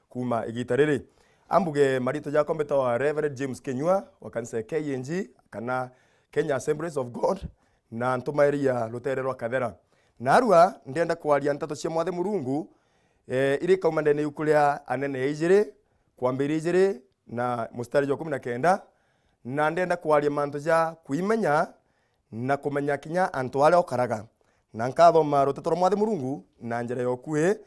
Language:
Meru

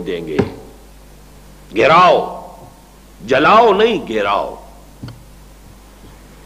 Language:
Urdu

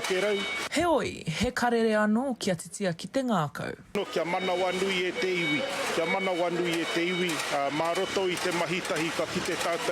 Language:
Māori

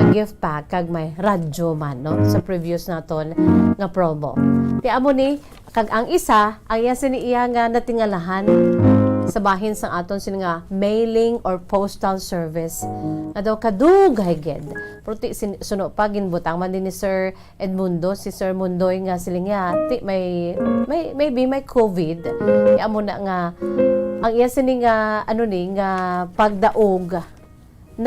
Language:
Hiligaynon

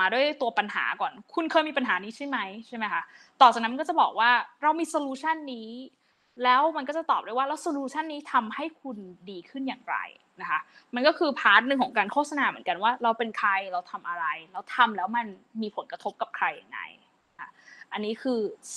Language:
Thai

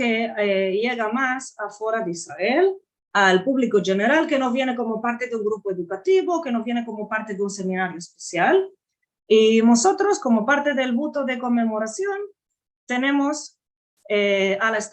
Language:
Ladino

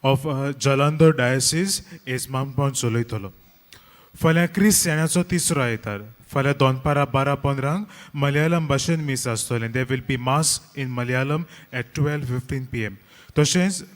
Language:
Konkani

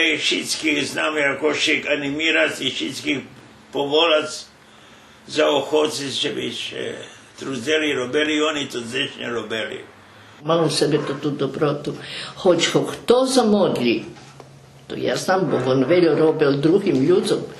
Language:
Rusyn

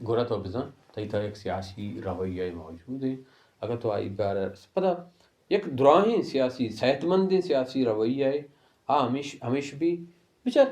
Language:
Baluchi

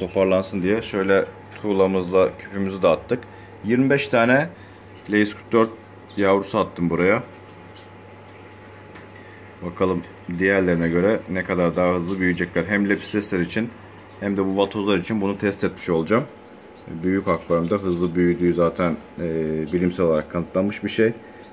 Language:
Turkish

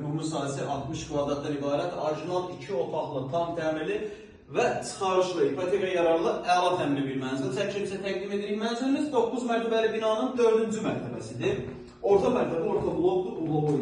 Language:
Azerbaijani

